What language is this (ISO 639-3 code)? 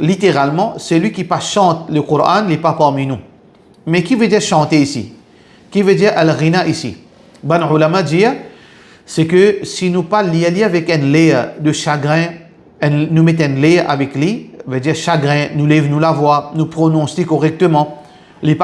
mfe